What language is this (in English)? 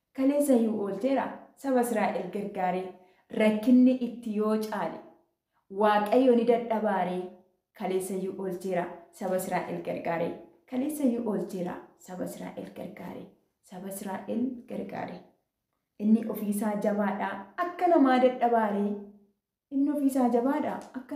Oromo